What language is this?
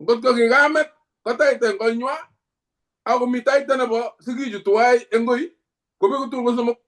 Kalenjin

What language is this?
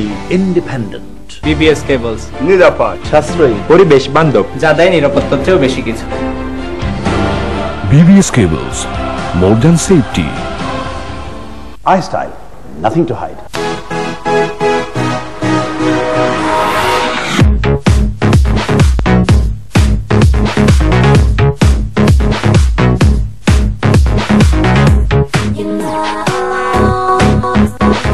Bangla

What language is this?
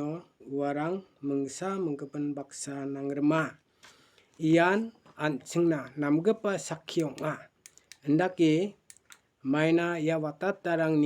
Garo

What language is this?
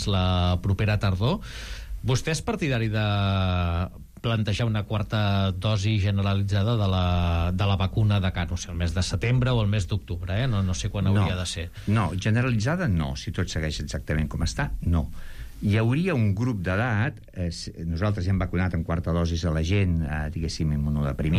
Catalan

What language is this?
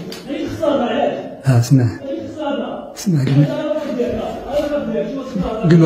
Moroccan Arabic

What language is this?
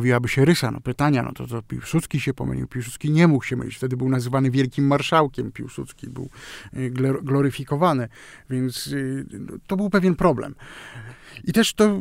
Polish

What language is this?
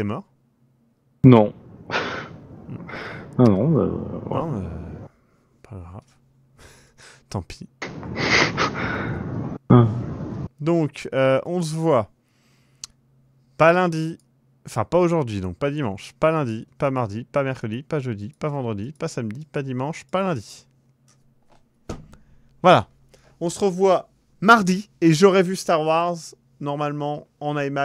French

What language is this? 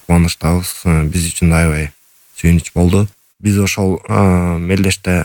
Kyrgyz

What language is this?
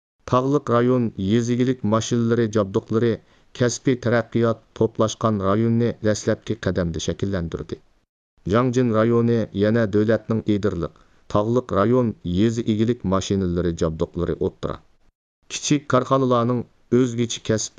Uyghur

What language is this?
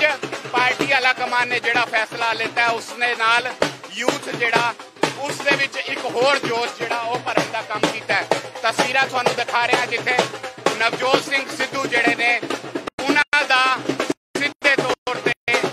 Punjabi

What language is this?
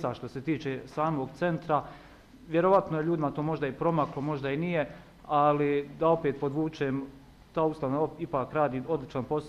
Bosnian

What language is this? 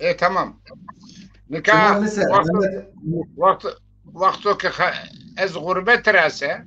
Zaza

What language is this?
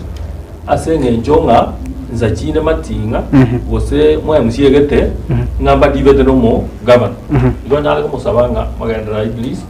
Gusii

